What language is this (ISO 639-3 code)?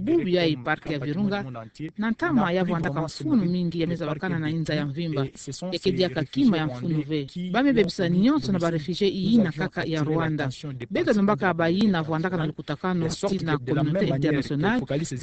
ktu